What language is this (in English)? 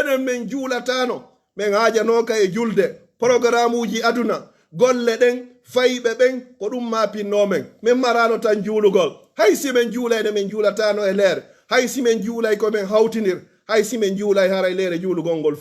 Pular